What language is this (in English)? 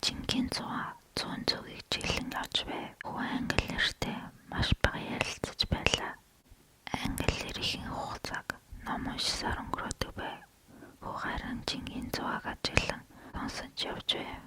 Mongolian